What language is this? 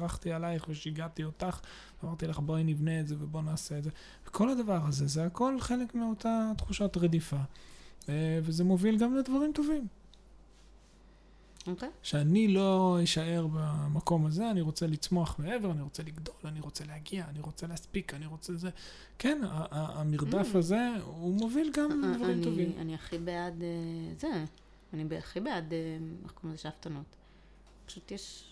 Hebrew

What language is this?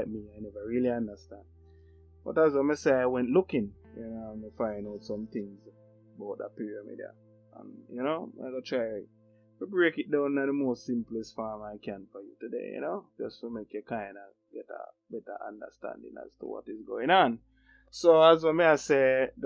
Jamaican Creole English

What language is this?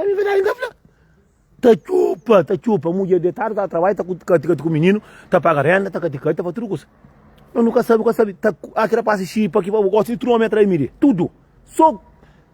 Kabuverdianu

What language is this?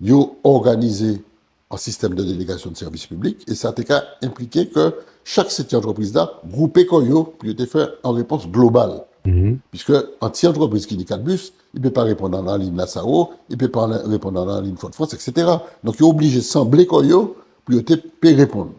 Guadeloupean Creole French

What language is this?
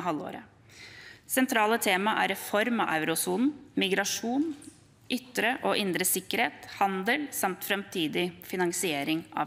Norwegian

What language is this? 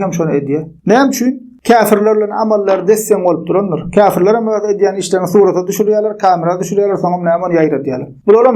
Turkmen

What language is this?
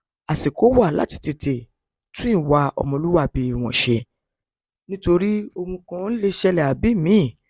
Yoruba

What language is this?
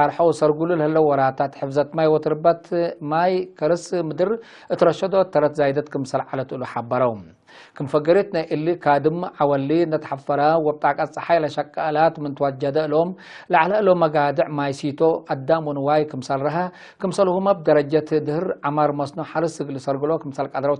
Tigre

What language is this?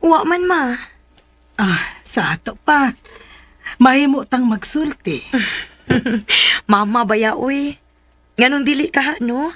Cebuano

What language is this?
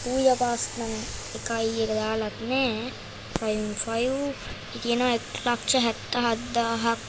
Sinhala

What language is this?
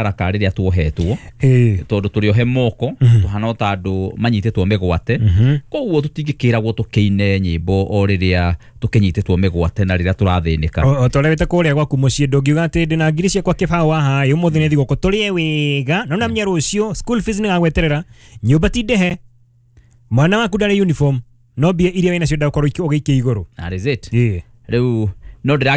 Kikuyu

